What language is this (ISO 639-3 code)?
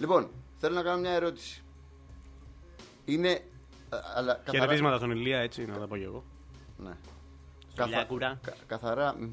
ell